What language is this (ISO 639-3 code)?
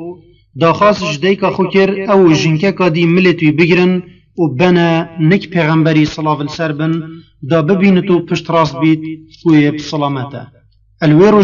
kur